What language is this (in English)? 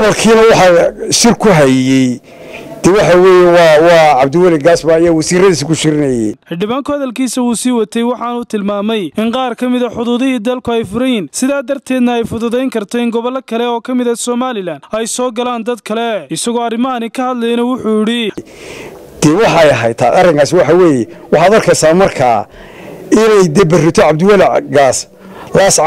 Somali